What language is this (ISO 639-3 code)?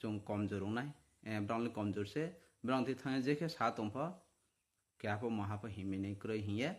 trp